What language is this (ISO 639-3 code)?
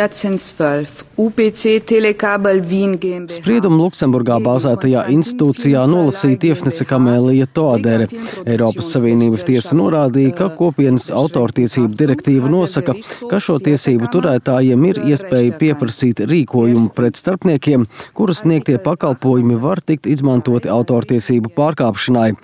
lav